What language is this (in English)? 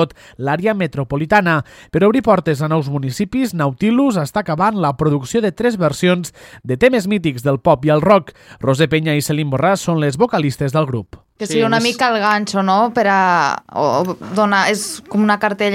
Catalan